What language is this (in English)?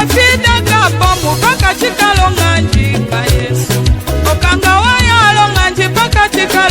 Tetela